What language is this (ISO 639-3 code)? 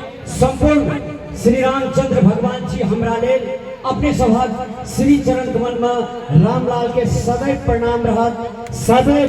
mai